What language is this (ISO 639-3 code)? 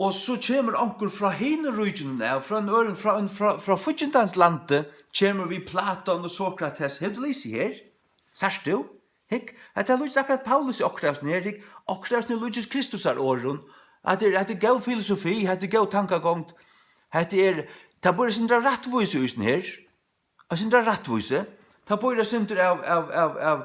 fao